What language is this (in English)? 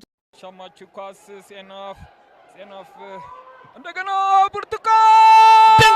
Amharic